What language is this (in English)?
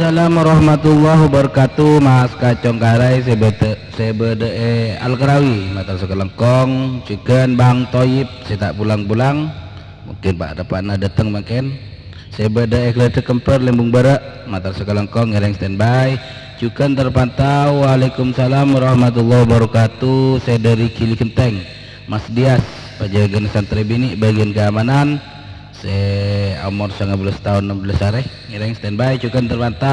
Madurese